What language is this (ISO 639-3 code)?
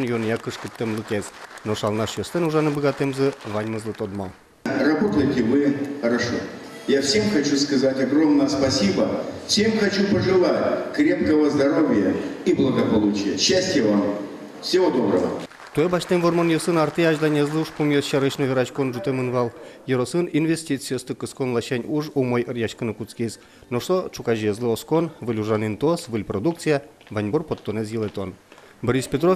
udm